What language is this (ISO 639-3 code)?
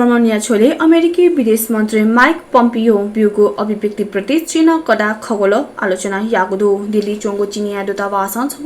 new